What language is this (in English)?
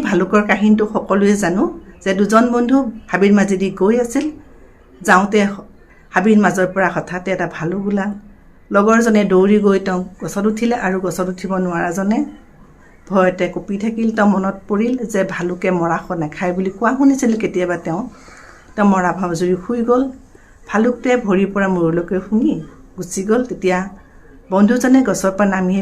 Assamese